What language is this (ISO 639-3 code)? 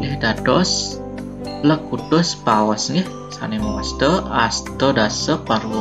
ban